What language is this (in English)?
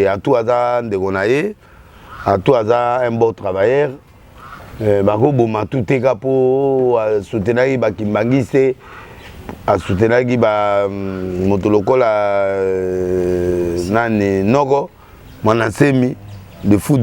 Lingala